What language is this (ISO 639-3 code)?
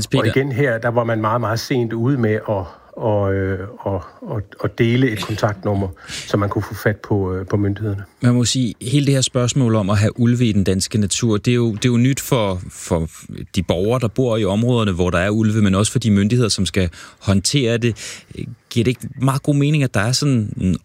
dan